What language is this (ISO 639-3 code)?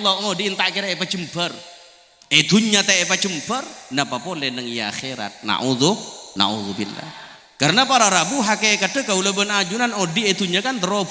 mad